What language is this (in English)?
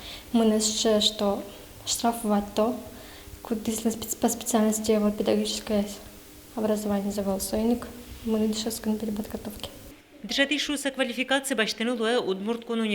Udmurt